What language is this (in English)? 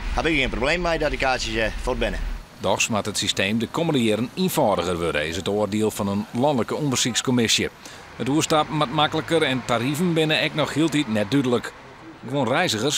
Western Frisian